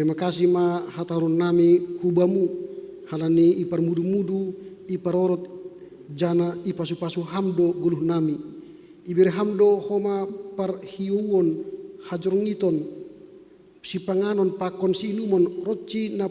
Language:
Batak Simalungun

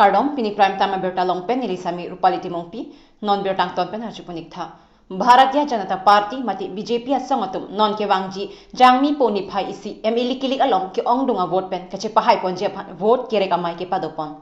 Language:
Karbi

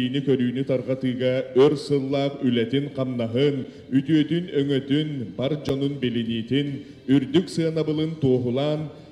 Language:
Yakut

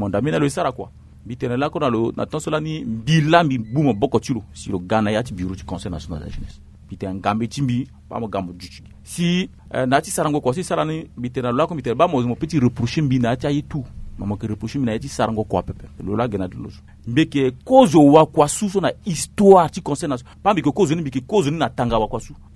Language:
Sango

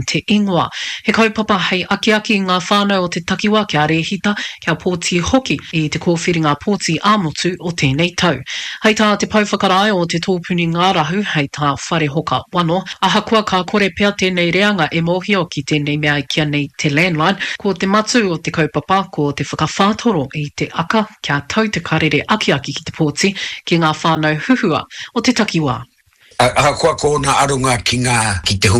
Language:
Māori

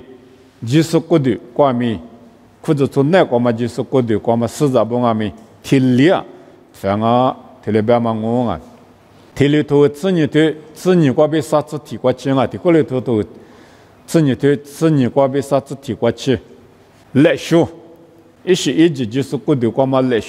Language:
Lisu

